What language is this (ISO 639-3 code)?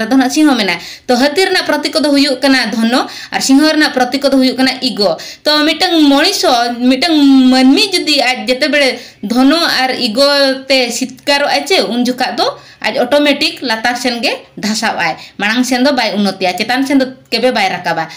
sat